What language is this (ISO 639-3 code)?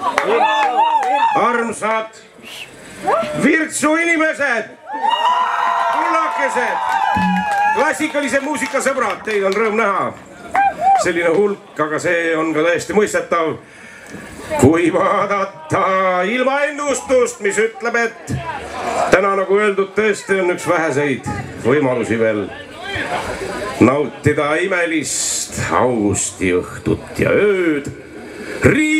est